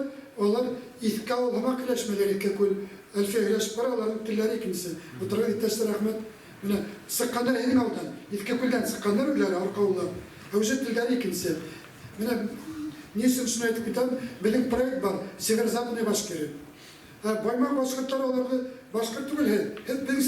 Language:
Bashkir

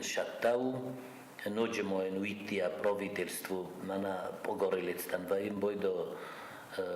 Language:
Ossetic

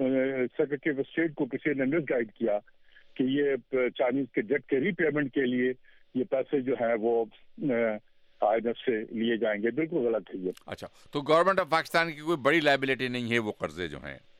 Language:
Urdu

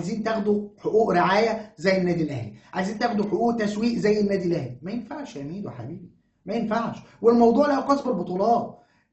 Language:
Egyptian Arabic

